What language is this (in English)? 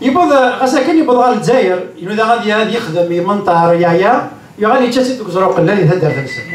Kabyle